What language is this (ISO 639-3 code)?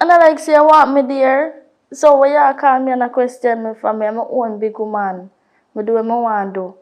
jam